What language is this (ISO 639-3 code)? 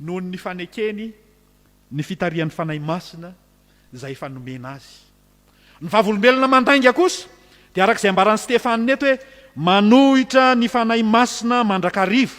mlg